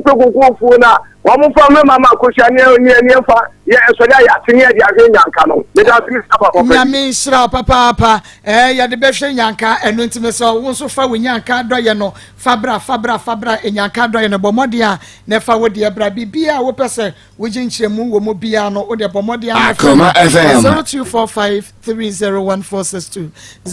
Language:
Akan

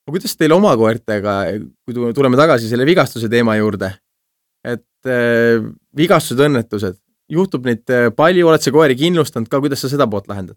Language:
Estonian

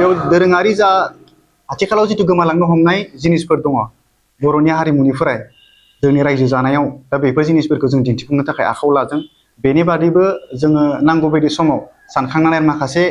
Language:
Bodo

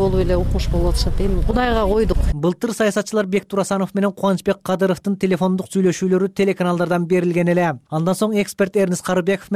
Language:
Kyrgyz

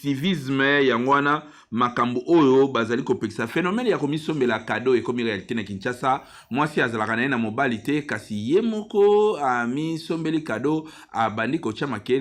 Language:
Lingala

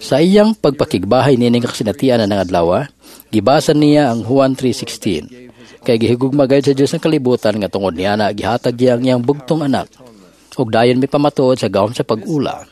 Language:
Cebuano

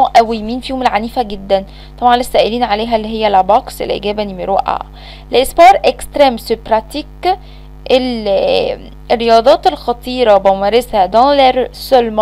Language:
Egyptian Arabic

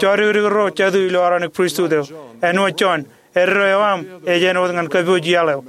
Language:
Marshallese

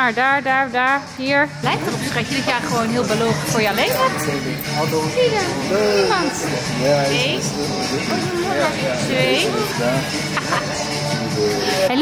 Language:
Dutch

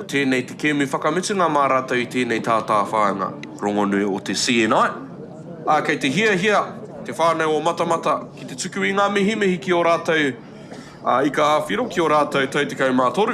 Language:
Māori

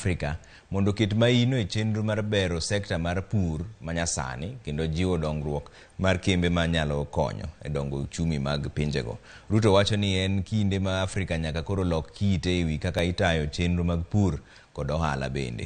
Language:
Luo (Kenya and Tanzania)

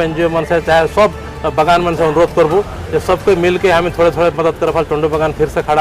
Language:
Sadri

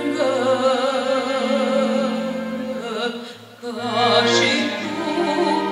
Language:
Romanian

